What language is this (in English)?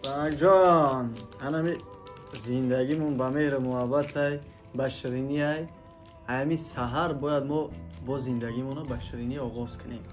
Tajik